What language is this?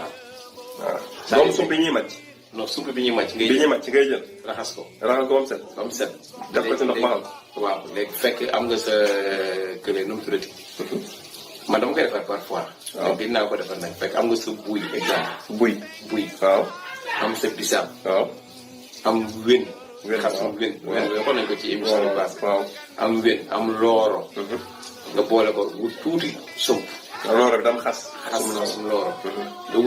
Wolof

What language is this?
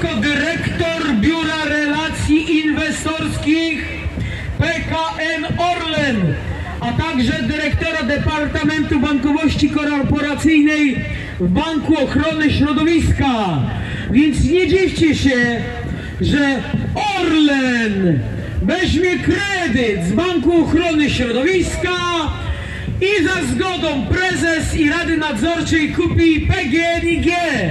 Polish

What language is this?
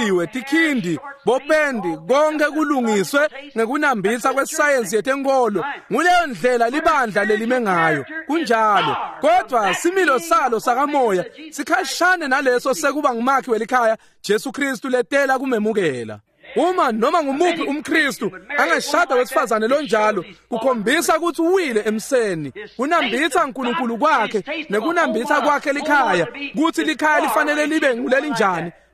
Swati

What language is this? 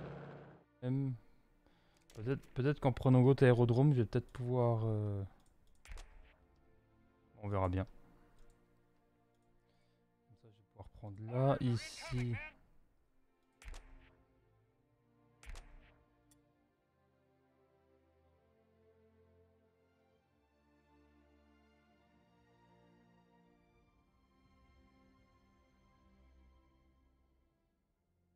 French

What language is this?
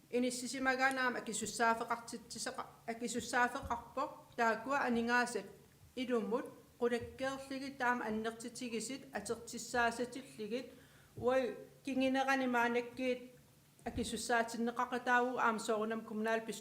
Kalaallisut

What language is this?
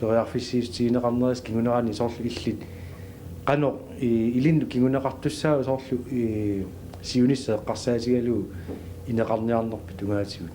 Kalaallisut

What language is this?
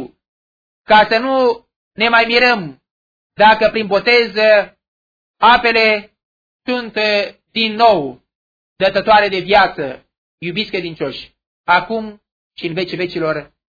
Romanian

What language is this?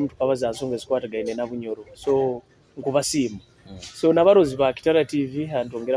Nyoro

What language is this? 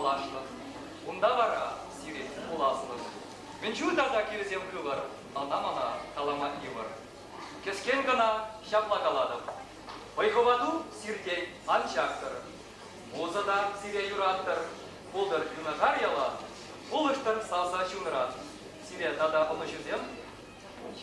Chuvash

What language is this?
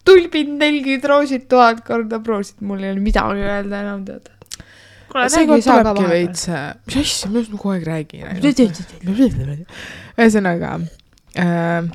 Estonian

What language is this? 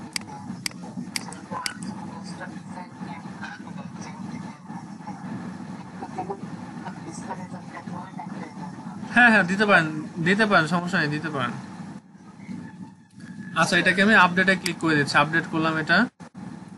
Bangla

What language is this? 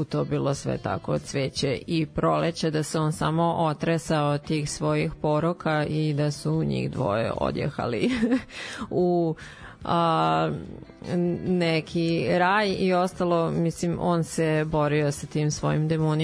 Serbian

